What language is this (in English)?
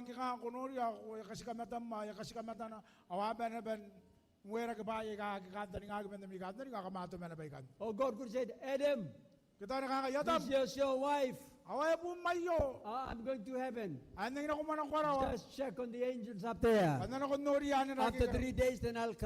Gilbertese